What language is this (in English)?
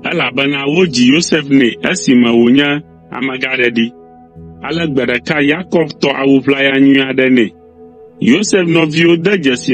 Ewe